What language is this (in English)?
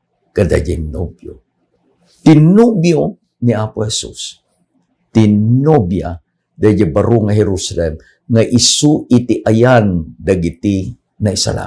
Iloko